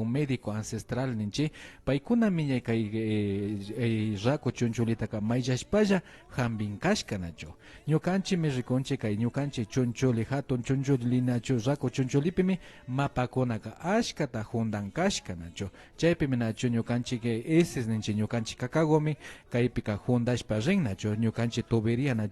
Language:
Imbabura Highland Quichua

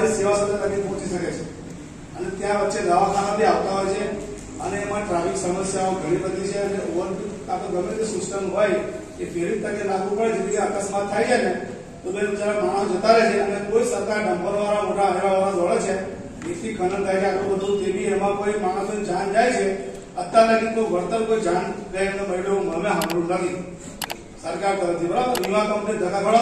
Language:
Gujarati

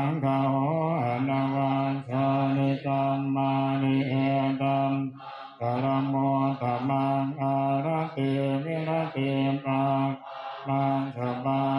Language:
Pali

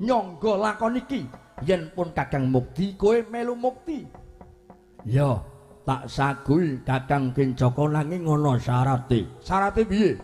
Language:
Javanese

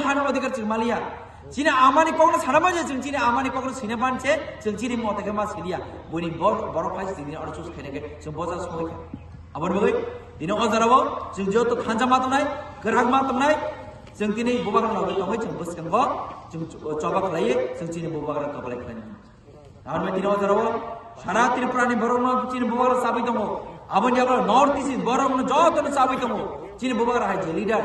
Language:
Kok Borok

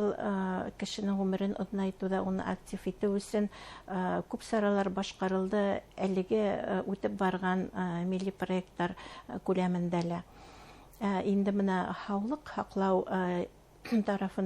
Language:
Bashkir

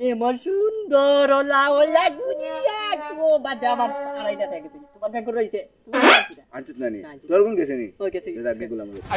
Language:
Sylheti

